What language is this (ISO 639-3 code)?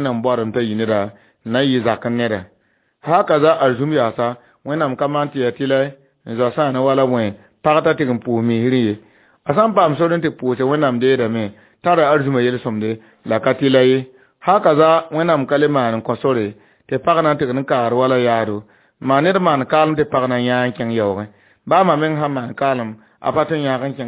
mos